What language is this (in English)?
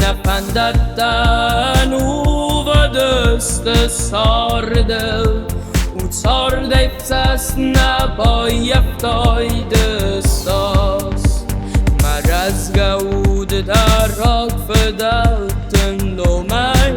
Ossetic